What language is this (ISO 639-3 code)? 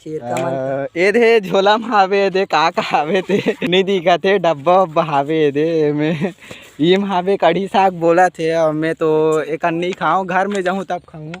hne